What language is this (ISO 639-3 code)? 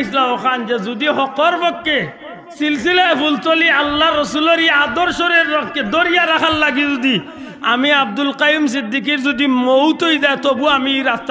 syl